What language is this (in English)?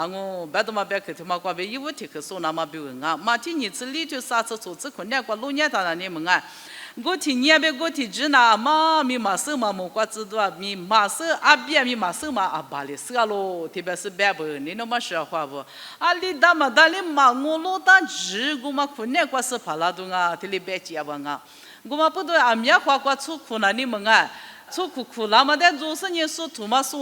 Lisu